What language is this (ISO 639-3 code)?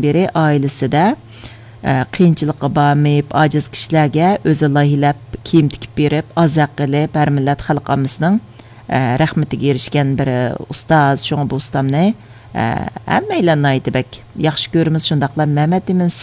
uig